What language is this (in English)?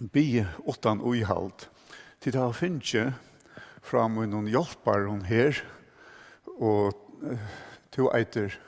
Faroese